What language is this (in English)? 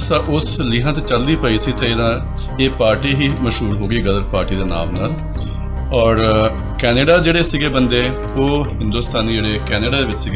Punjabi